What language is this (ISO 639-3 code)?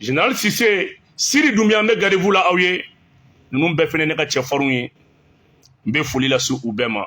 bam